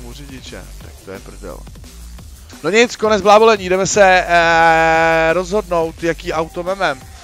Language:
Czech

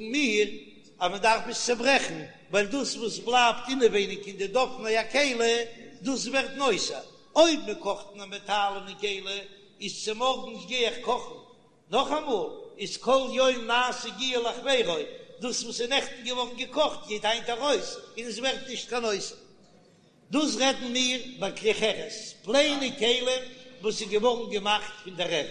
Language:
Yiddish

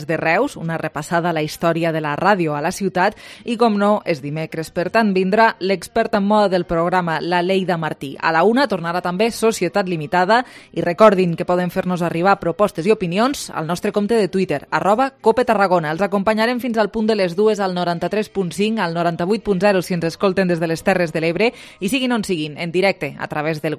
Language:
Catalan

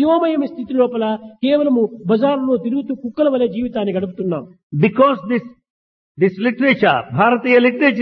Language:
Telugu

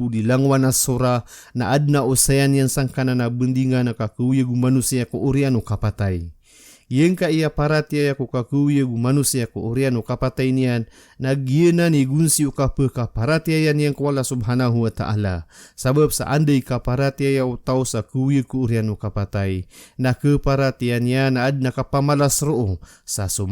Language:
Maranao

